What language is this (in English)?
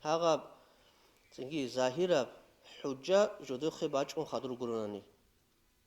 Avaric